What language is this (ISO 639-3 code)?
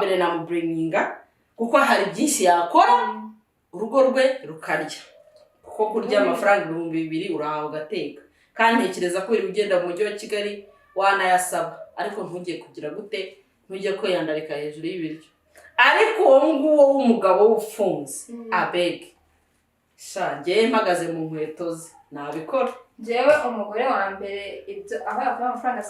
kin